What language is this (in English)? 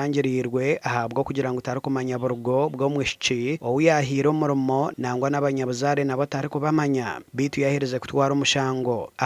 Nyankole